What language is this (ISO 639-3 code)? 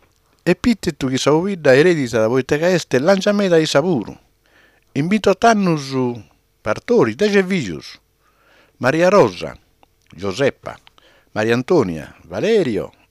srd